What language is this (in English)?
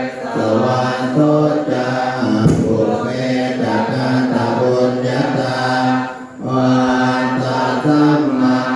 Pali